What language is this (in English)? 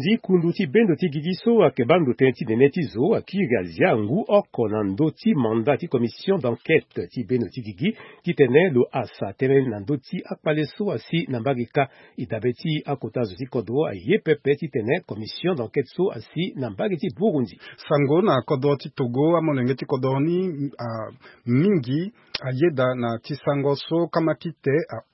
Sango